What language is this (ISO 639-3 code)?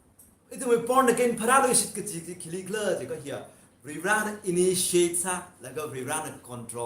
nmf